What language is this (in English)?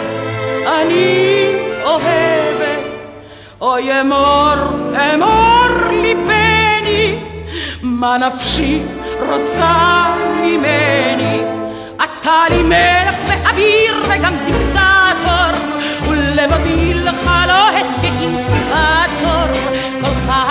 Hebrew